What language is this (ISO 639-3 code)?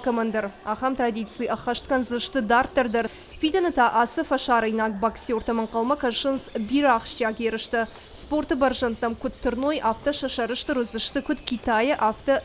oss